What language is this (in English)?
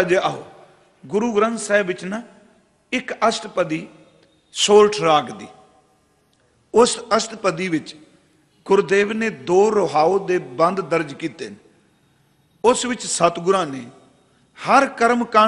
Punjabi